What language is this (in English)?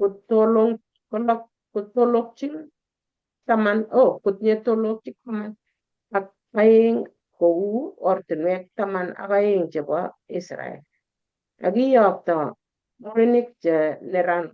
Kalenjin